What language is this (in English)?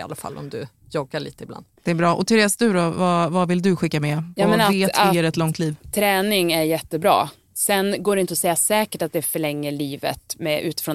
Swedish